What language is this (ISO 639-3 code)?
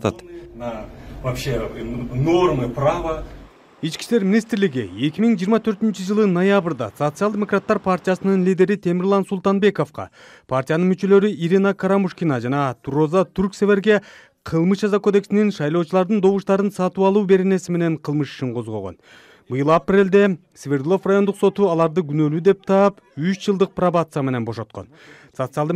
kir